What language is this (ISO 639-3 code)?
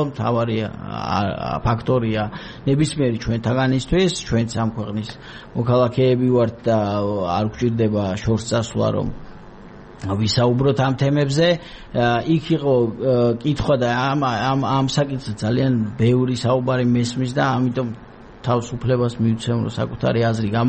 kat